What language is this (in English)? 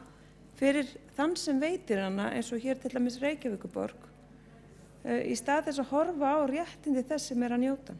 Icelandic